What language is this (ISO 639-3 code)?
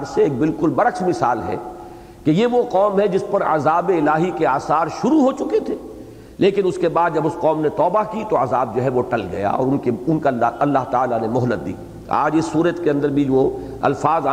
urd